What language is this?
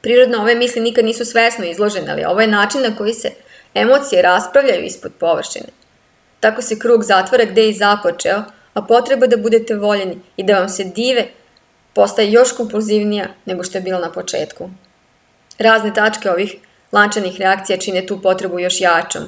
Serbian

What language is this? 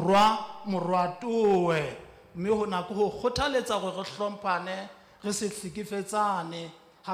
Southern Sotho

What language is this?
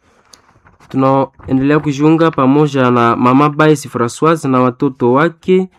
Swahili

